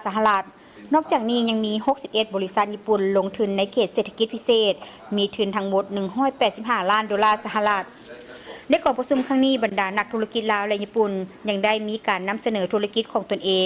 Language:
Lao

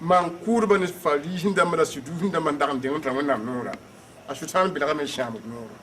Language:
Mossi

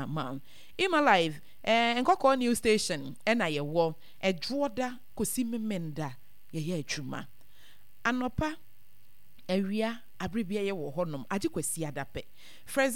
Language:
Akan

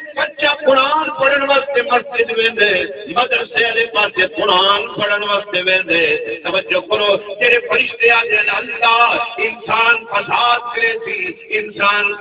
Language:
Saraiki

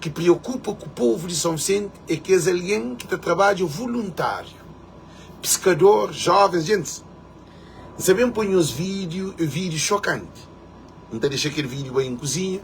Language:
Kabuverdianu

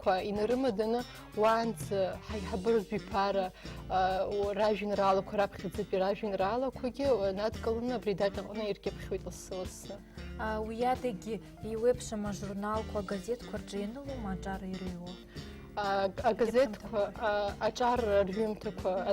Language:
Abkhazian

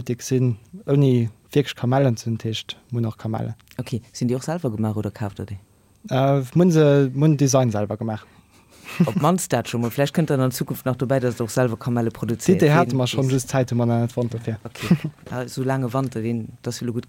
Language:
Luxembourgish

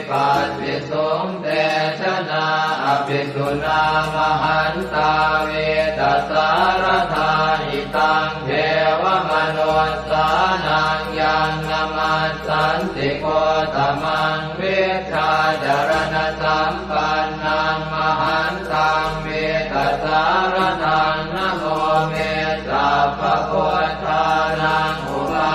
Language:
Pali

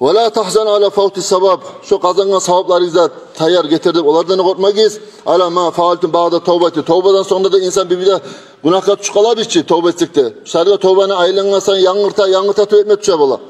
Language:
Kumyk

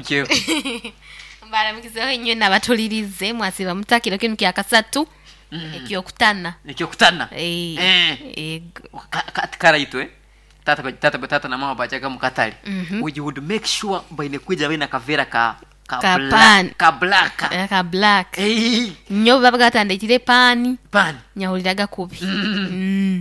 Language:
Nyoro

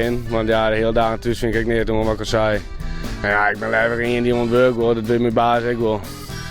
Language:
Western Frisian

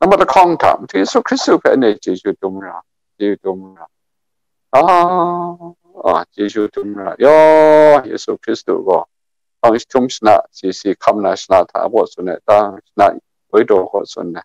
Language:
Kachin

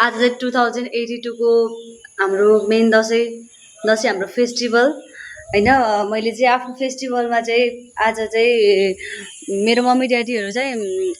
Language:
Nepali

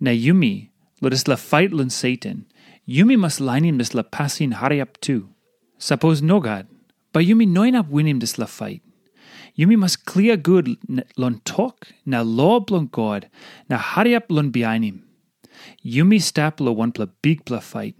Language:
Tok Pisin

